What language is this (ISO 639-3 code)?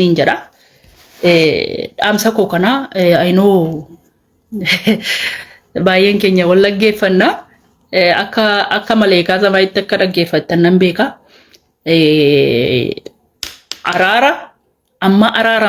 orm